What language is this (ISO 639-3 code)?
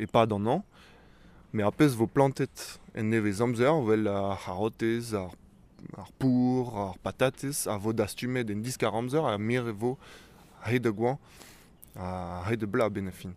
bre